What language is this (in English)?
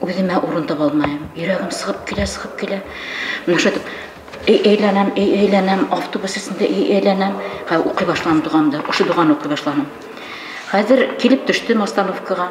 Bashkir